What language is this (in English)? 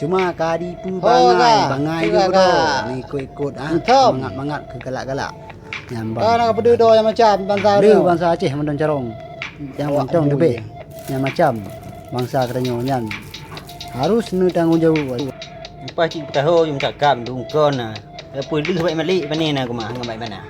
Achinese